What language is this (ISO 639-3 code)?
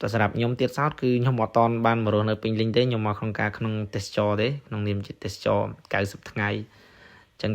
khm